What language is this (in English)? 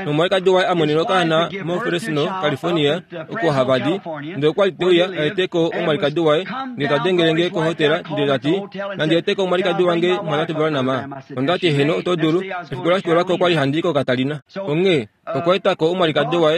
Kuanyama